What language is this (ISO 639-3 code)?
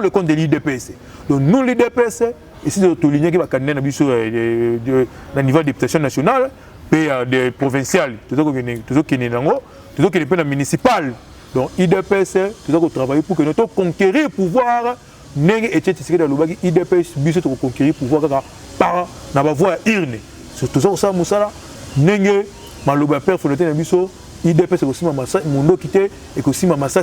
lin